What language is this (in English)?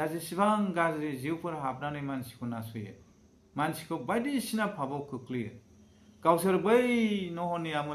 Bodo